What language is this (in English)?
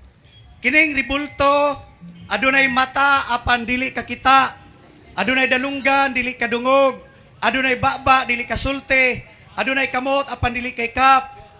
Cebuano